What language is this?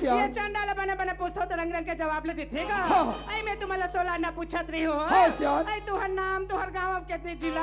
Chhattisgarhi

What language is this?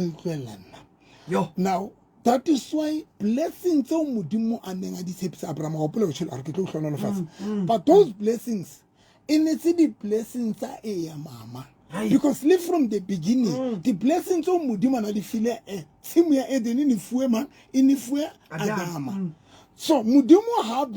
Southern Sotho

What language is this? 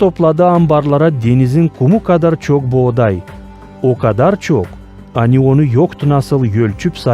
Gagauz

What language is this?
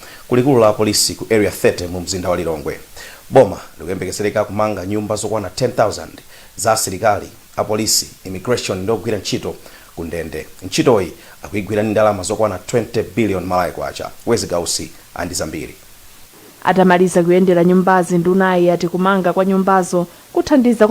Nyanja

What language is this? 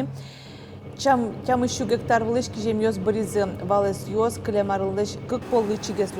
Udmurt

